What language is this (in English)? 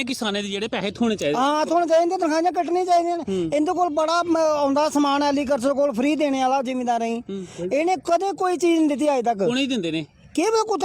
Dogri